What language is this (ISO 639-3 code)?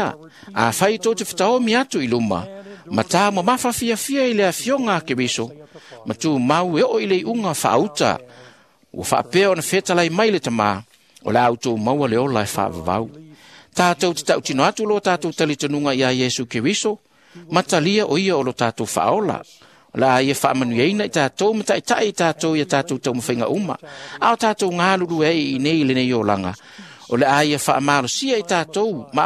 smo